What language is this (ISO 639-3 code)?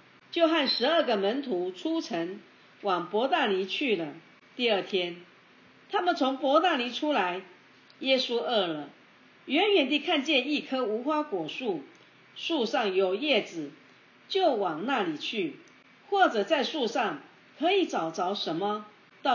zho